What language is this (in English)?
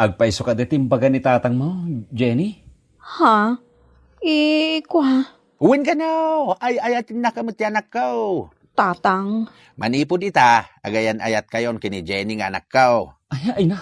Iloko